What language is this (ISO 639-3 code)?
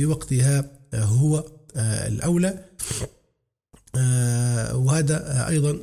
ara